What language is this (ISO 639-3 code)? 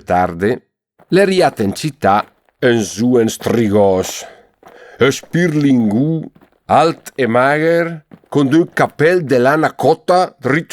lmo